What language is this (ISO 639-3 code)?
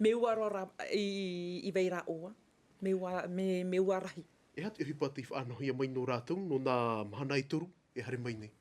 tah